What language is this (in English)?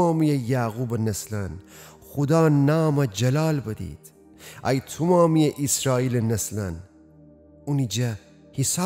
Gilaki